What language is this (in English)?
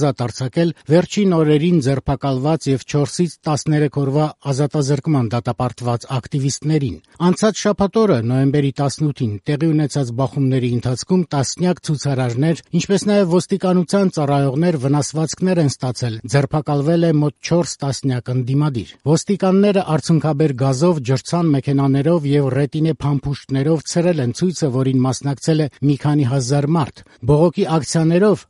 Armenian